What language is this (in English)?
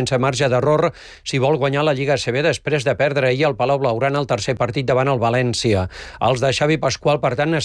Catalan